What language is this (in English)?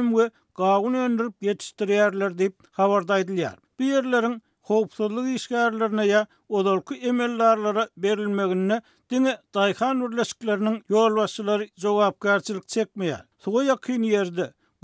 Turkmen